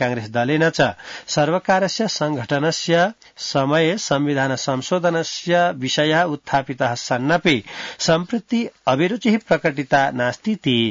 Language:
Sanskrit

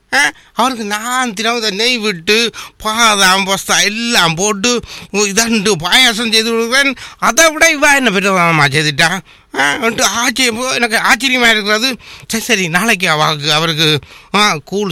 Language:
Tamil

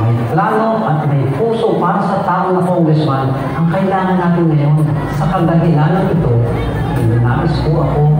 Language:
Filipino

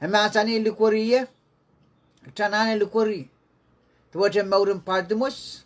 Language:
Pohnpeian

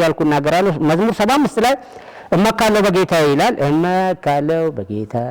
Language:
Amharic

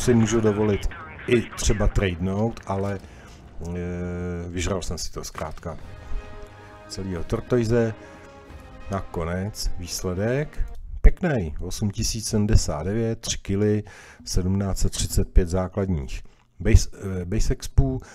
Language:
Czech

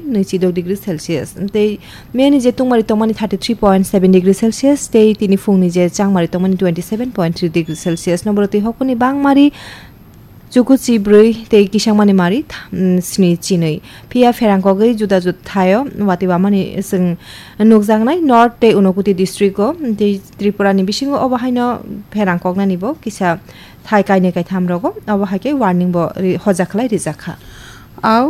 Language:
Kok Borok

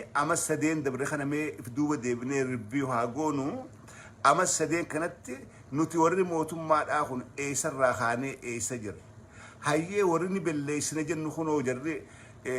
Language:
Oromo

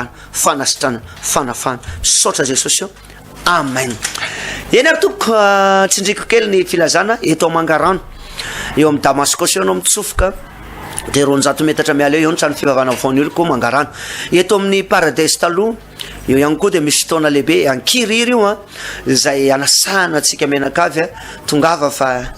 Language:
Malagasy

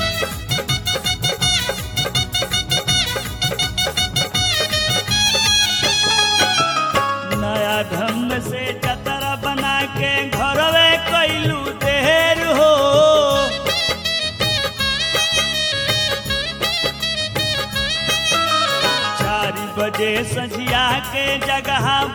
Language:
Bhojpuri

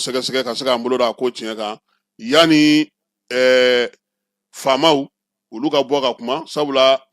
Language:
Bambara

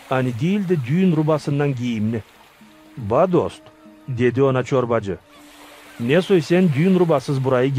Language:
Gagauz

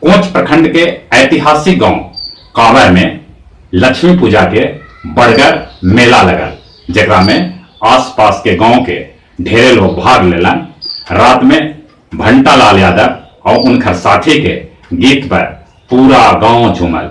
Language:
Magahi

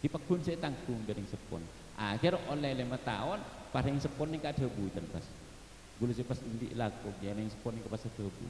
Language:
Madurese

